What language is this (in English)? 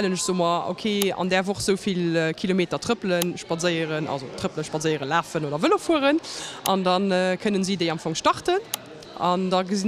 Luxembourgish